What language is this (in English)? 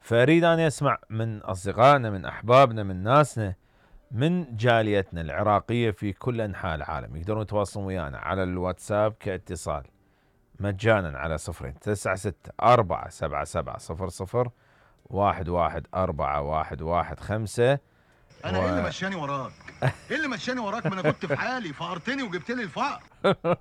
Mesopotamian Arabic